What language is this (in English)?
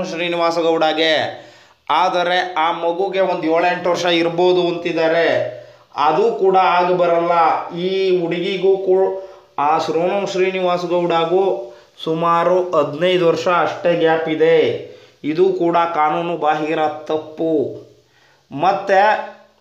Kannada